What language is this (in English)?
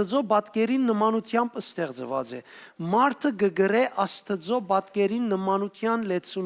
Western Armenian